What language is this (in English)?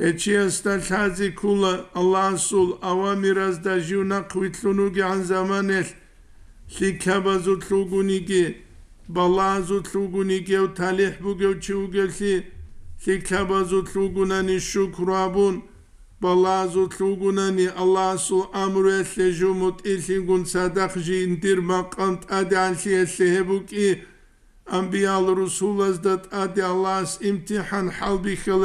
Avaric